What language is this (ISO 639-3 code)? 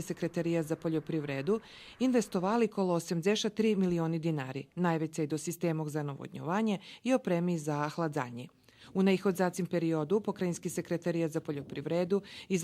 rue